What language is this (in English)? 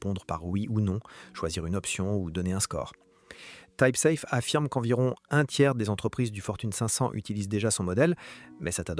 French